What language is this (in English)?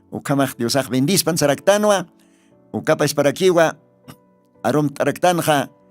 Aymara